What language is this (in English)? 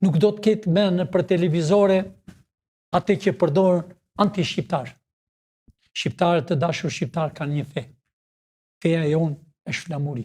Albanian